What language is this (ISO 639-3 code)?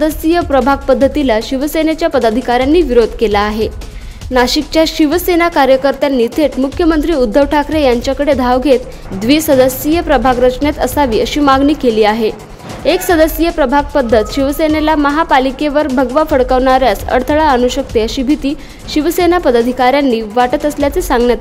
mar